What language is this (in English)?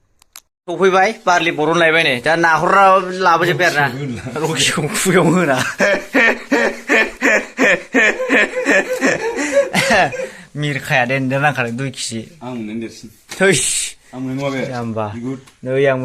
Bodo